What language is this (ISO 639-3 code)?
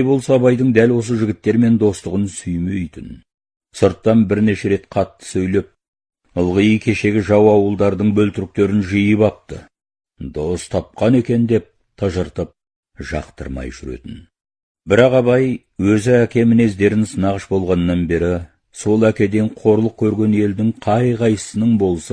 kaz